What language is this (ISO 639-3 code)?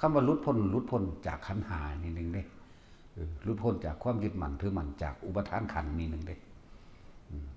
tts